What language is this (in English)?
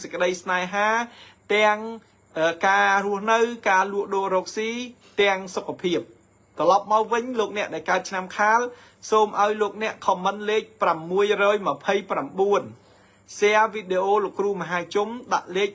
Khmer